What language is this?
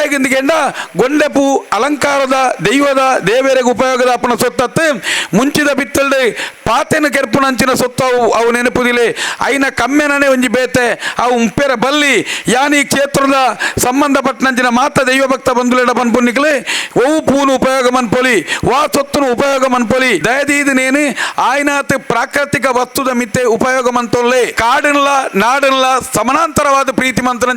Tulu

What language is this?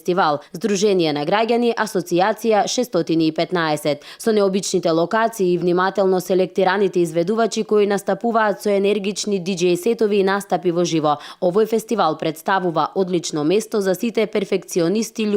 Macedonian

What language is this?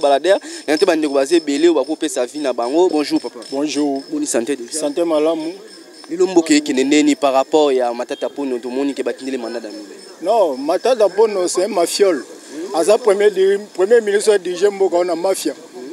Lingala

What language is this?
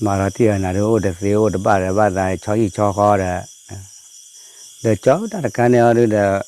S'gaw Karen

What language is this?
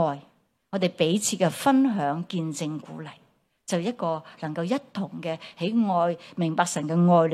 Cantonese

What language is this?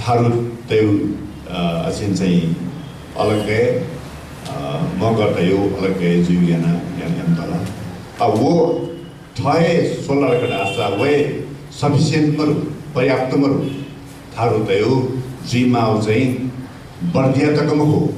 Newari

